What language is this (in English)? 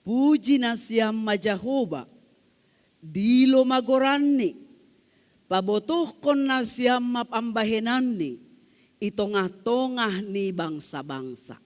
Batak Simalungun